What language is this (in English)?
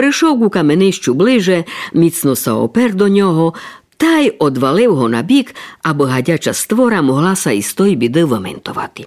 Rusyn